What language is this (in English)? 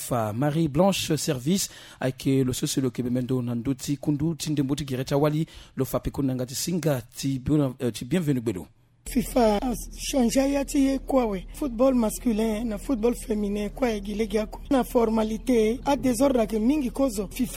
Sango